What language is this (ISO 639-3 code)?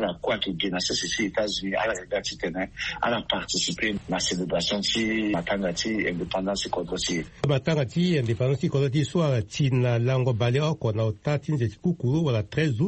sag